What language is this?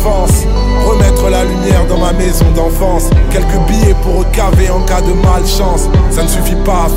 French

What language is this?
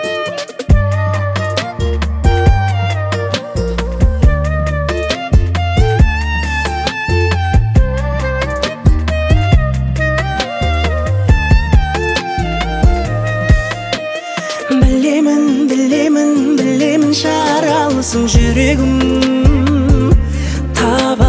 Kazakh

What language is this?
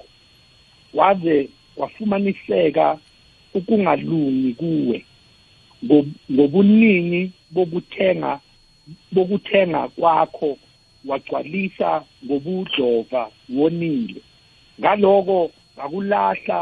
South Ndebele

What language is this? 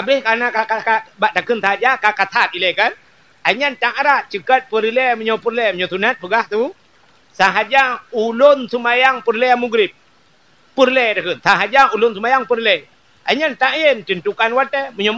Achinese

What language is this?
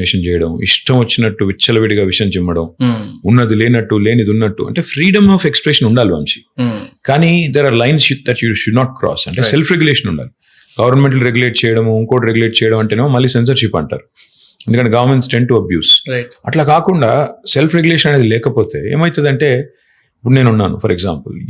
Telugu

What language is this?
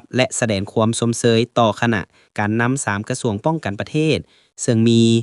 Lao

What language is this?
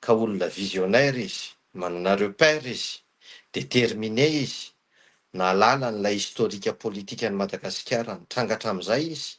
Malagasy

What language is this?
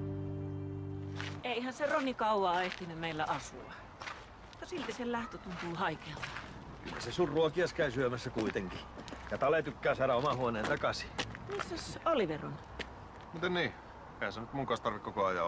Finnish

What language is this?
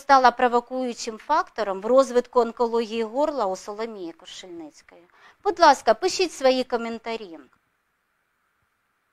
Ukrainian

